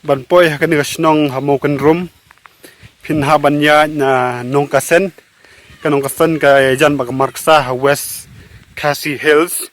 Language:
Khasi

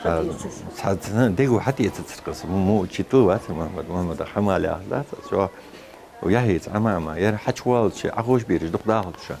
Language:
Ingush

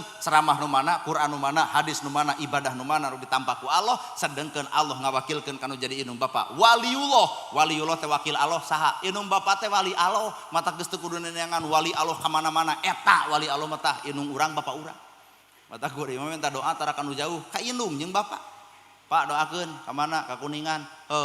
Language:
Sundanese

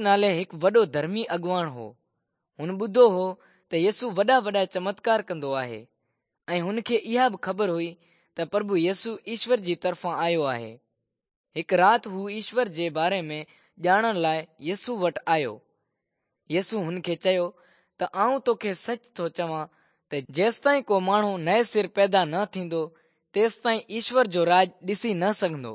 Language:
Sindhi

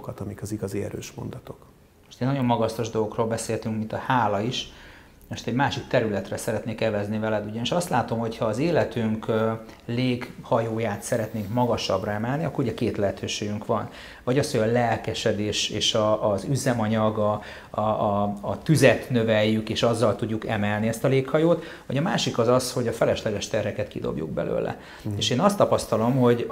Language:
Hungarian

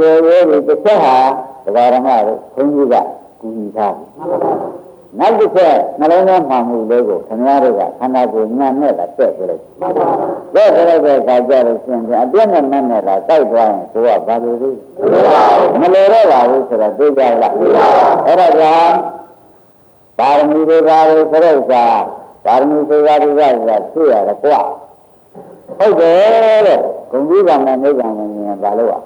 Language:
Burmese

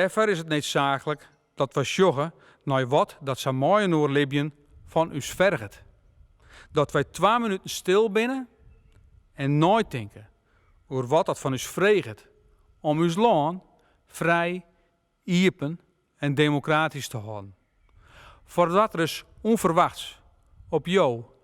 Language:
Western Frisian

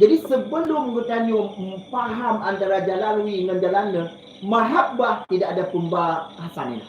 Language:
Achinese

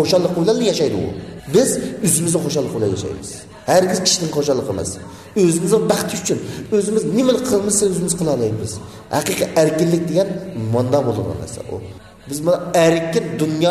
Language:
Uyghur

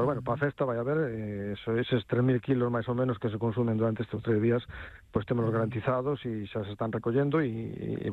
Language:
Galician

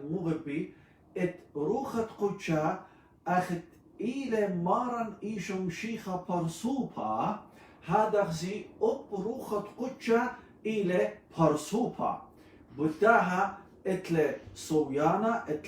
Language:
Assyrian Neo-Aramaic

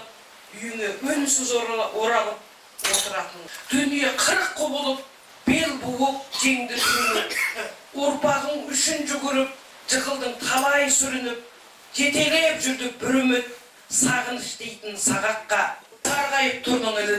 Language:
Kazakh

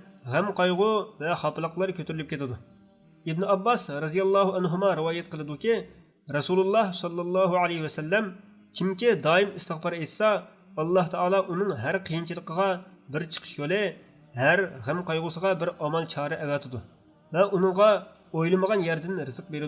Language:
Uyghur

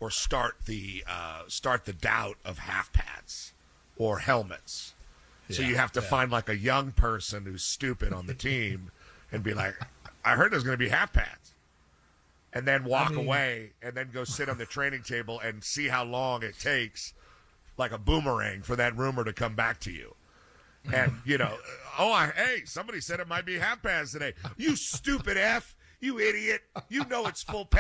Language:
English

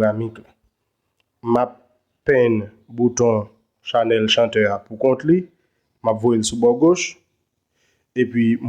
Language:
Haitian Creole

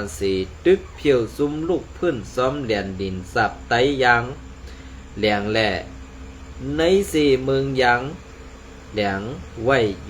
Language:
Shan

